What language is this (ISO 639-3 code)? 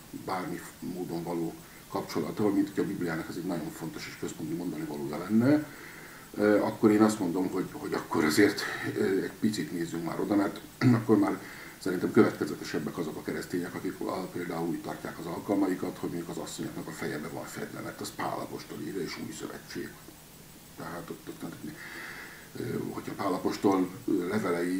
hun